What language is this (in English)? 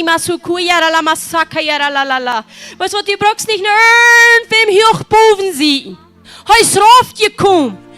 Plautdietsch